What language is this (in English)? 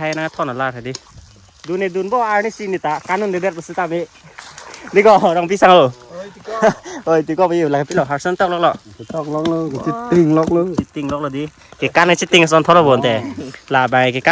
Karbi